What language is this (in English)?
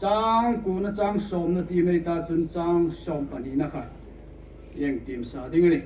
Hmar